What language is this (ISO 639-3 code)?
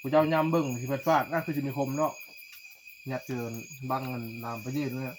tts